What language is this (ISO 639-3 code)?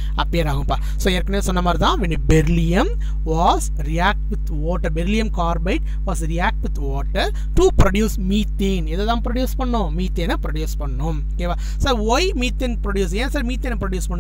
tam